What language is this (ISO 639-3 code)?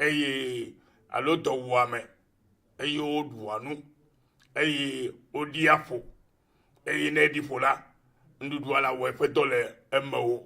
ewe